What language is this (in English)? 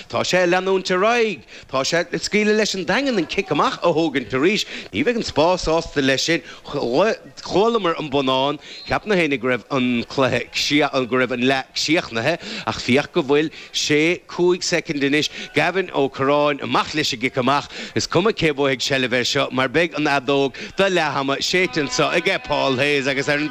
Irish